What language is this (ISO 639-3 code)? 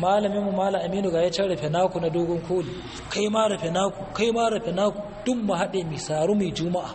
hau